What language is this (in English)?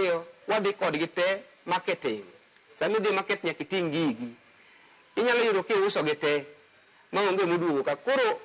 Luo (Kenya and Tanzania)